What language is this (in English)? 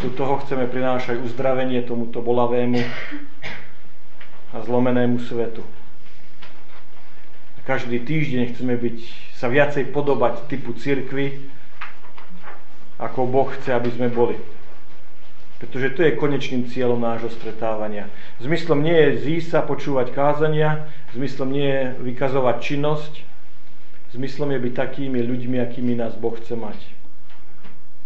Slovak